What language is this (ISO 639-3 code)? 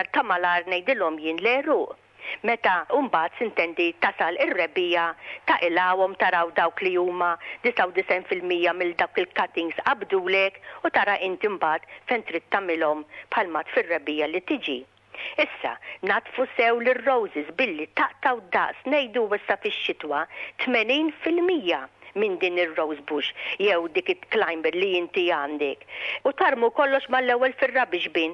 mlt